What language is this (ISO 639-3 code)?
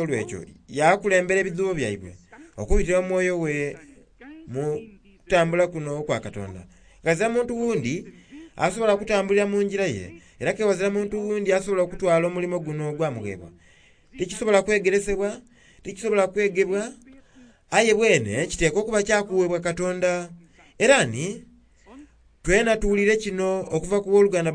xog